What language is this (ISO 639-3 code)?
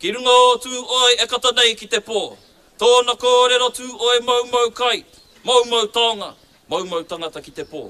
mri